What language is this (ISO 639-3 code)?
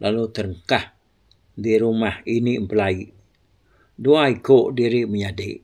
iba